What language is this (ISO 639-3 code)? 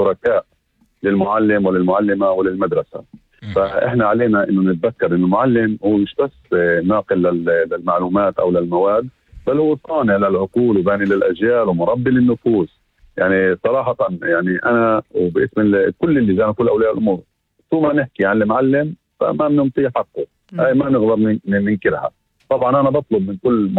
apc